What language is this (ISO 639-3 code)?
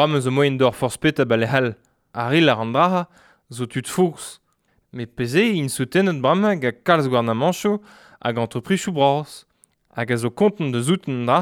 bre